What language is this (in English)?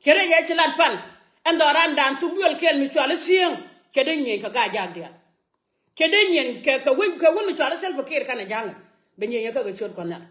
Nuer